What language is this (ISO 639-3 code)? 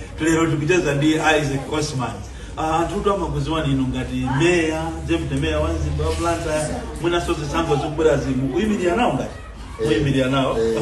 nya